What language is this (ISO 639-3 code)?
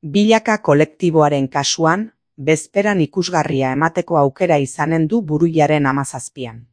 eus